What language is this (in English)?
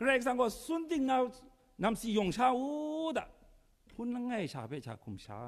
Kachin